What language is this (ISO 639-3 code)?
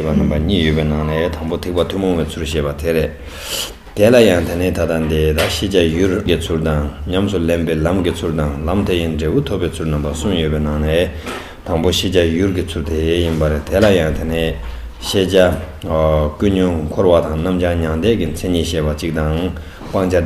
bod